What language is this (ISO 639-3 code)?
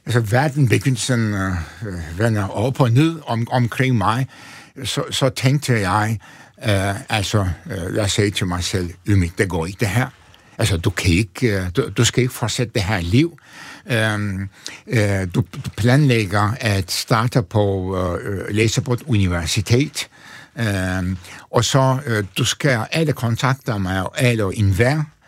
dan